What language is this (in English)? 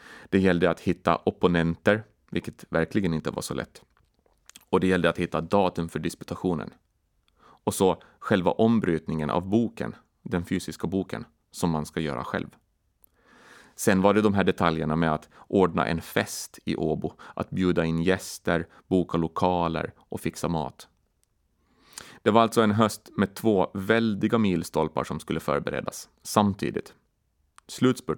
Swedish